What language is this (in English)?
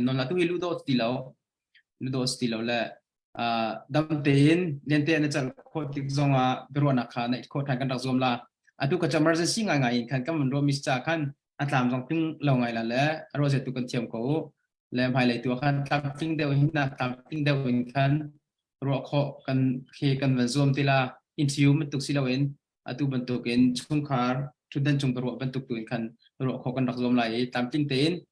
Hakha Chin